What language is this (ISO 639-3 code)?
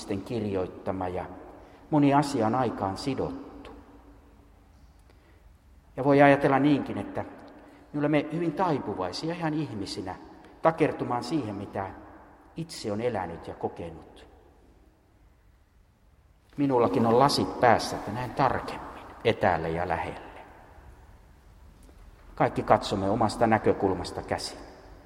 fin